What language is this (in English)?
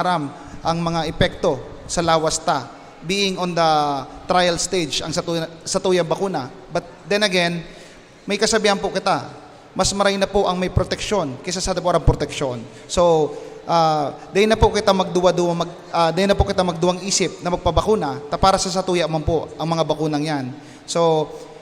Bikol